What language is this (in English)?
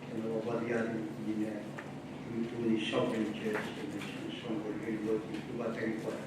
Fijian